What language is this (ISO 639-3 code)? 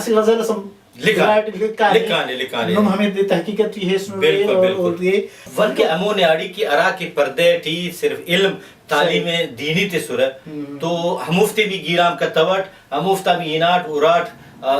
brh